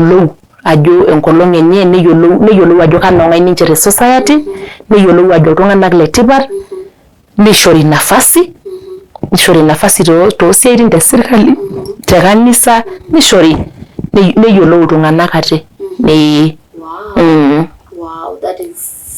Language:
Masai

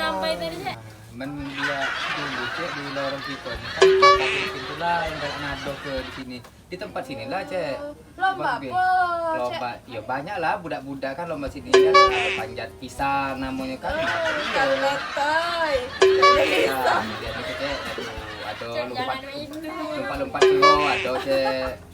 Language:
Musi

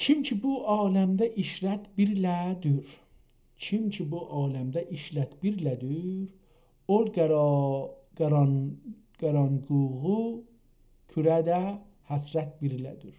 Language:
South Azerbaijani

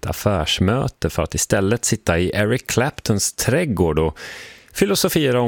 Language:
Swedish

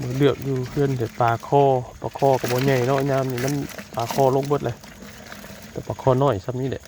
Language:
Northeastern Thai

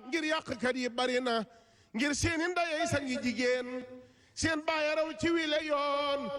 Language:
Wolof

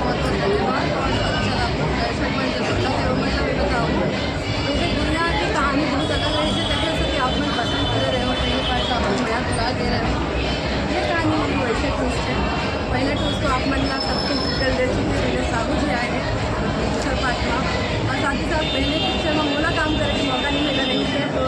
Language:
Chhattisgarhi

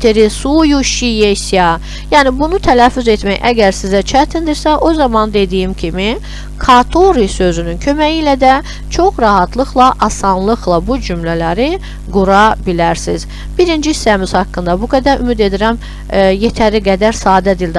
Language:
Azerbaijani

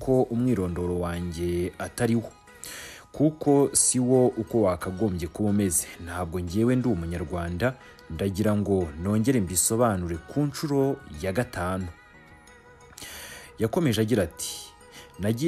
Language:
Kinyarwanda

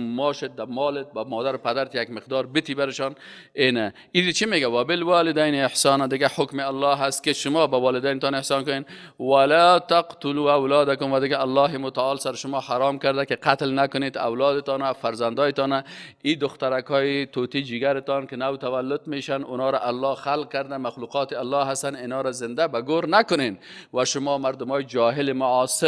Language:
Persian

